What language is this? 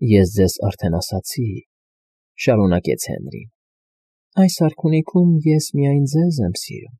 Armenian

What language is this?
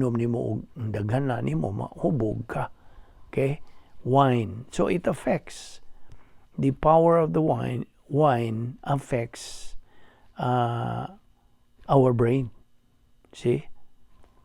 Cebuano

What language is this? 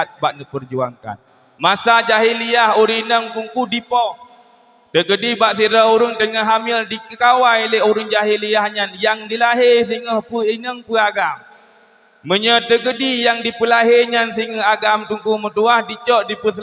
Achinese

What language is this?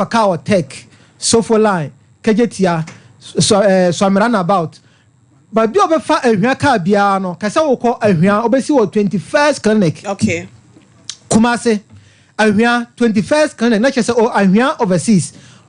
Akan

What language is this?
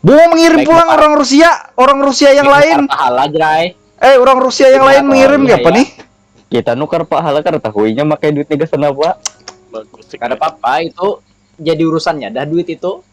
Banjar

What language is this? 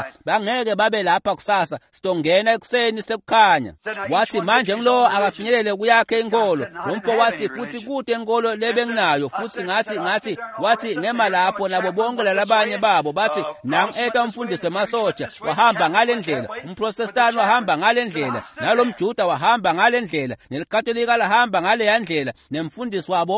Swati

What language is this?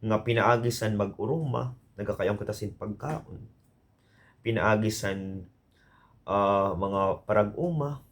Waray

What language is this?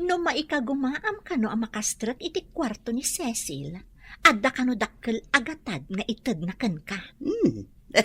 Iloko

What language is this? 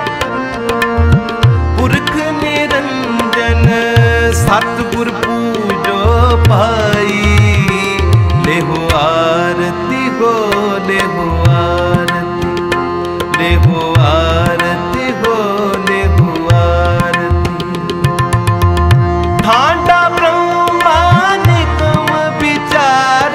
Hindi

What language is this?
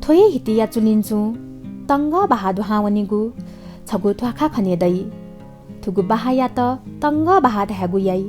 Newari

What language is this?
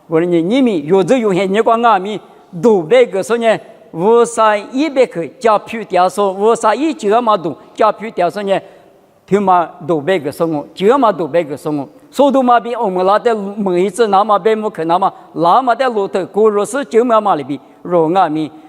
Lisu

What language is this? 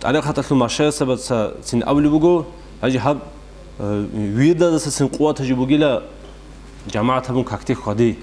Avaric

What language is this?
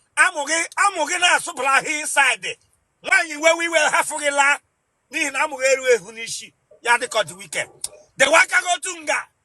Igbo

